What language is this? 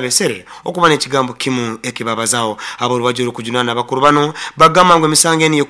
Nyoro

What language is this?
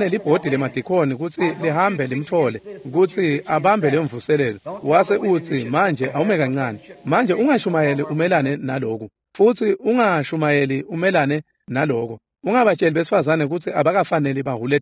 Swati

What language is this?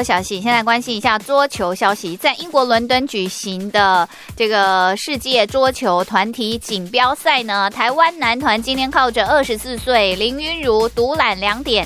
Chinese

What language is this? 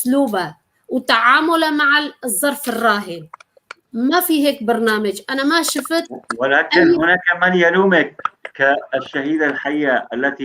North Levantine Arabic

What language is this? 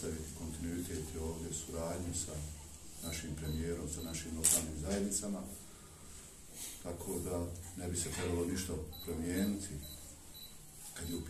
Bosnian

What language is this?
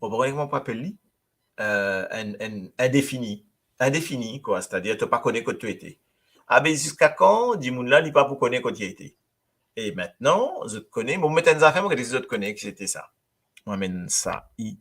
Morisyen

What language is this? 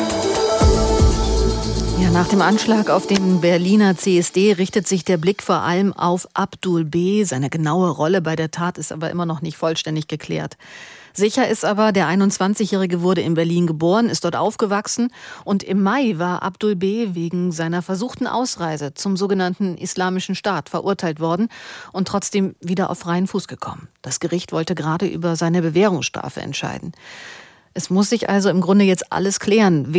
German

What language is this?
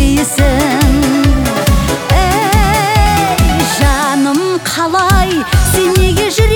Kazakh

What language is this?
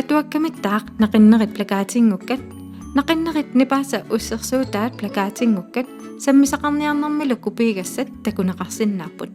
Kalaallisut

